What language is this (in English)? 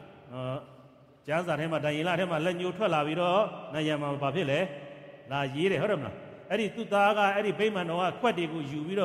Burmese